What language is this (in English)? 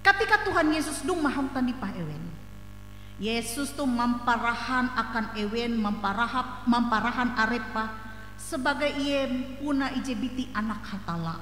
Ngaju